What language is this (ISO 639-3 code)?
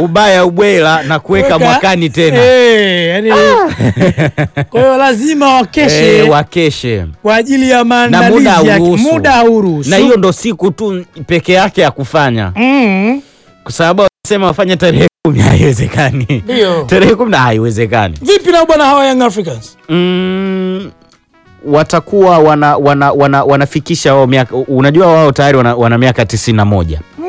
swa